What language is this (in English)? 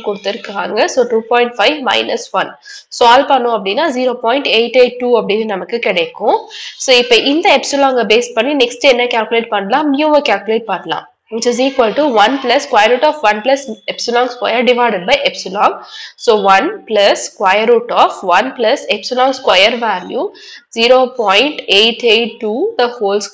Tamil